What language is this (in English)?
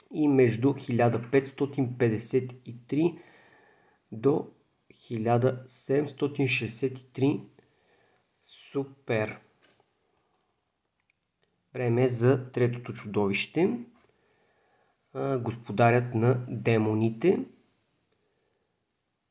Bulgarian